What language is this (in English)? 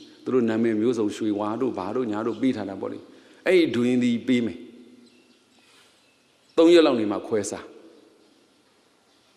Burmese